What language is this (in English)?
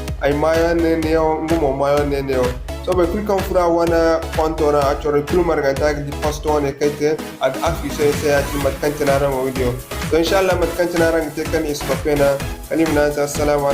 Zarma